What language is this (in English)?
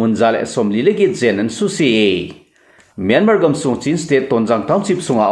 Thado Chin